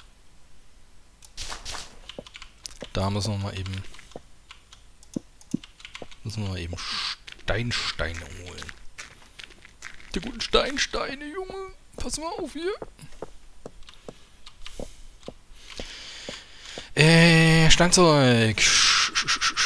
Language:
German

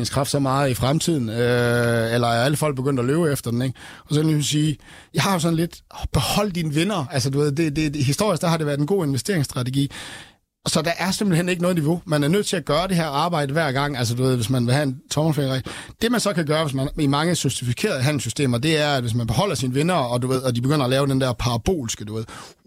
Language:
Danish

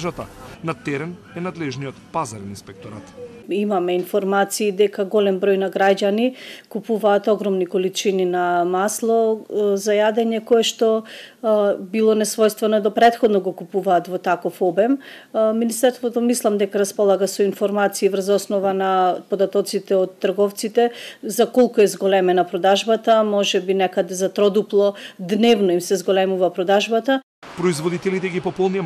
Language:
Macedonian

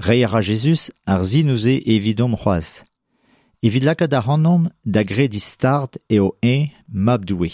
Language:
Breton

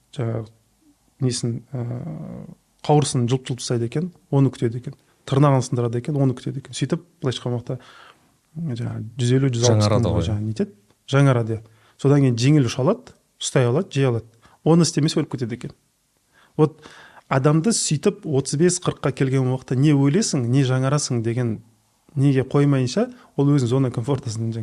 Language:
Kazakh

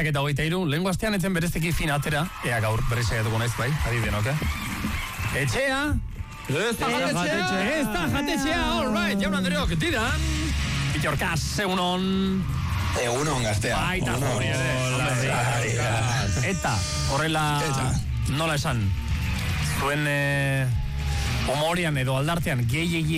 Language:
Basque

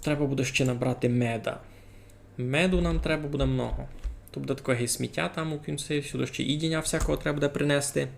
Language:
Rusyn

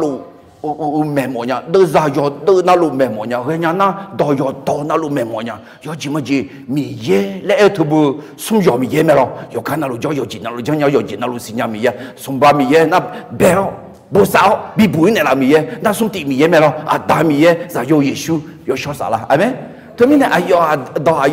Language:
Akha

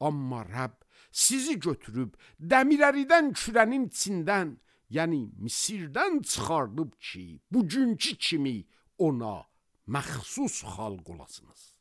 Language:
Azerbaijani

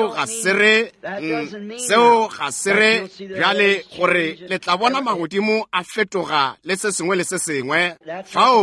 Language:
Northern Sotho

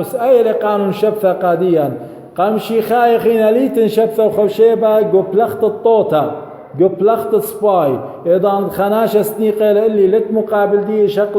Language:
Assyrian Neo-Aramaic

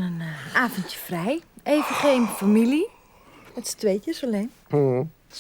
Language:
Western Frisian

